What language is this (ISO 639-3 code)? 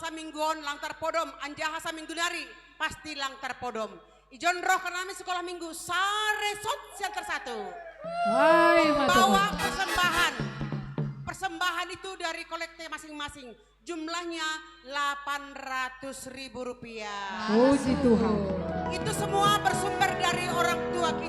bts